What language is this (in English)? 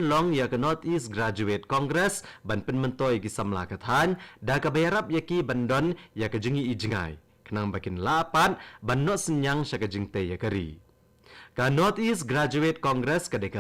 Khasi